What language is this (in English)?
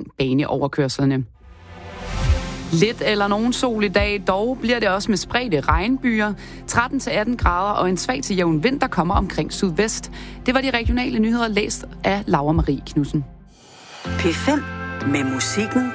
Danish